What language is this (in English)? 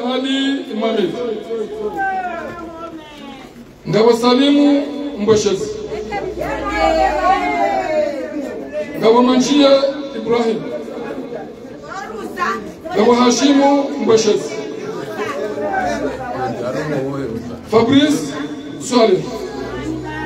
Swahili